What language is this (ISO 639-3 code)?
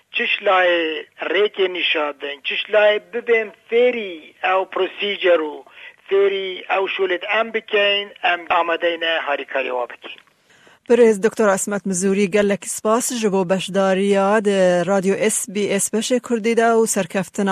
kur